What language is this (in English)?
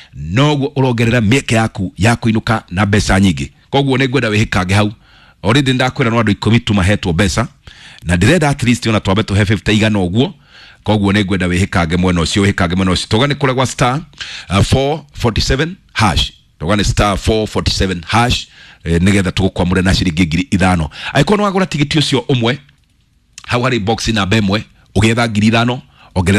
Kikuyu